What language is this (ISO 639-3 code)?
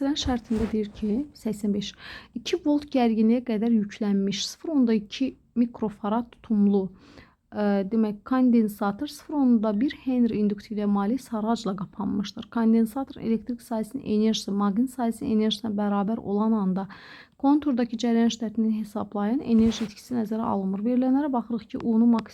aze